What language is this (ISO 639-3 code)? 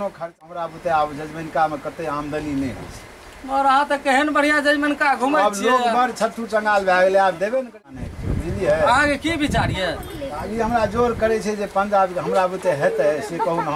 mai